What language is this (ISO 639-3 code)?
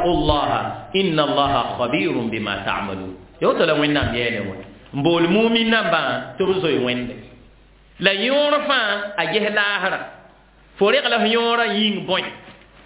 mos